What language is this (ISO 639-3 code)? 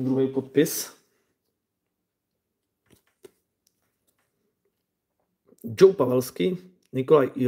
ces